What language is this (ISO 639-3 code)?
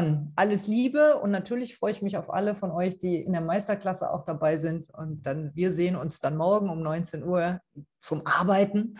deu